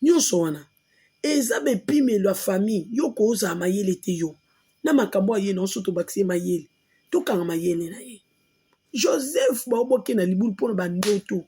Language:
Lingala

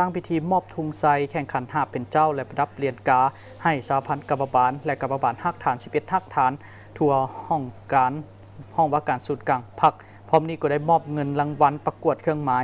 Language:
Lao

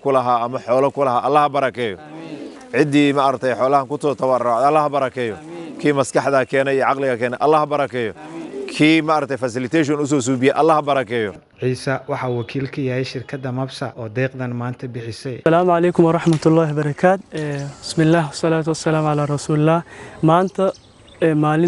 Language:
Somali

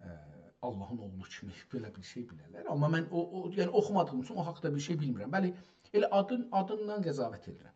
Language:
South Azerbaijani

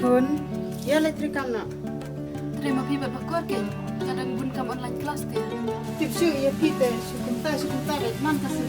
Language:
Khasi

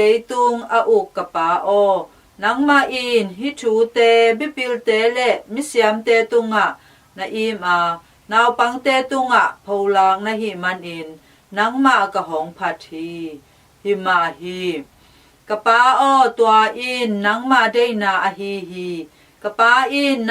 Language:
Tedim Chin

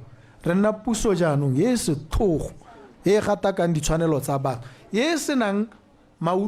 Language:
Tswana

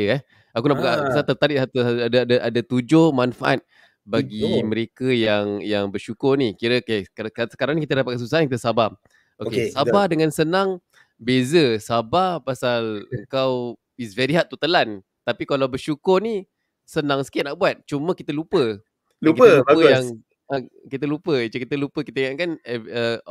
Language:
Malay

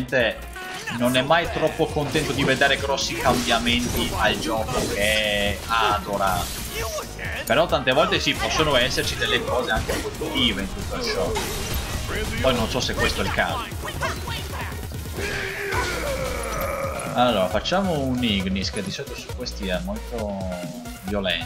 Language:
Italian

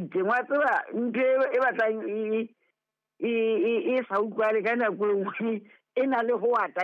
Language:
Southern Sotho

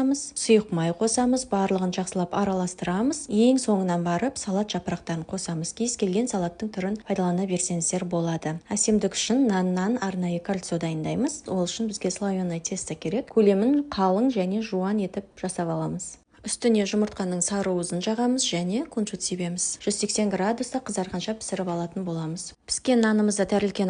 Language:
Kazakh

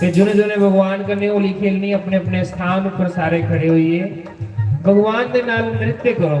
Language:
Dogri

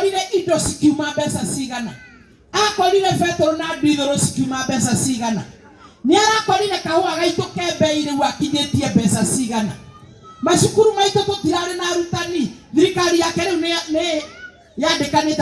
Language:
Kikuyu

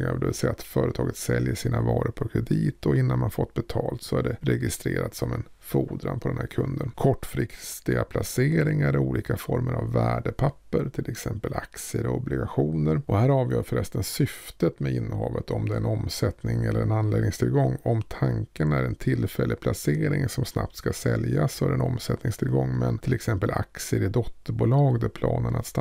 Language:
Swedish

